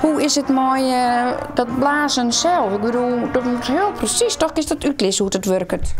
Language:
Western Frisian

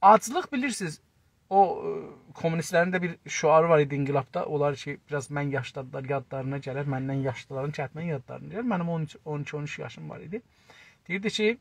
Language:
South Azerbaijani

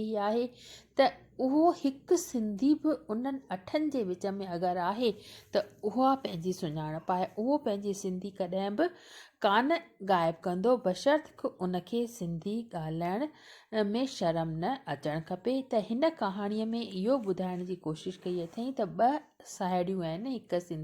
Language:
Sindhi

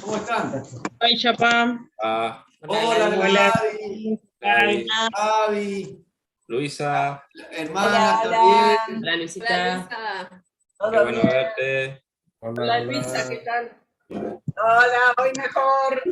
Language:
Guarani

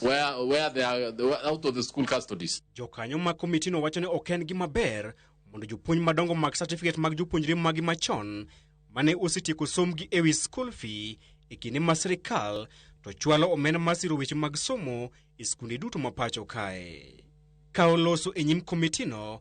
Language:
Luo (Kenya and Tanzania)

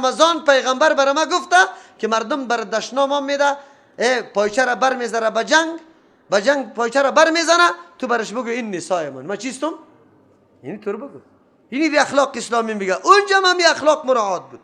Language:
Persian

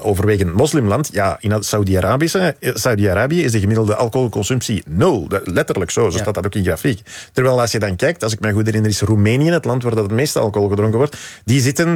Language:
Dutch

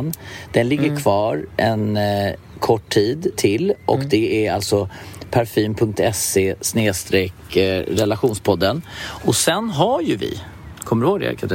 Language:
Swedish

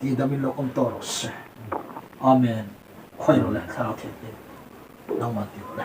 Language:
Hmar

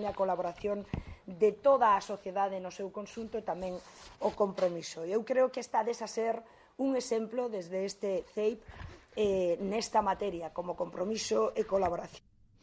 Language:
Galician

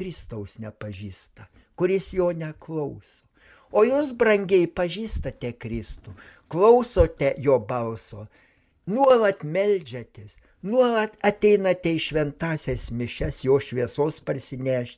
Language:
Lithuanian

